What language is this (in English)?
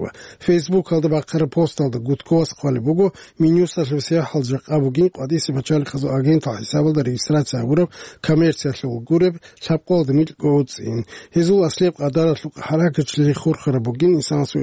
Avaric